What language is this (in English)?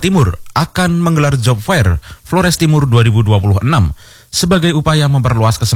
Indonesian